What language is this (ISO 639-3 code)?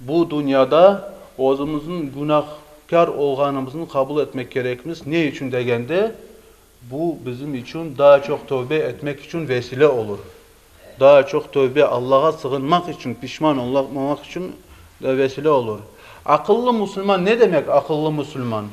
crh